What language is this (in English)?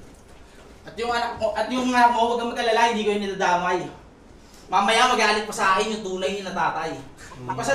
Filipino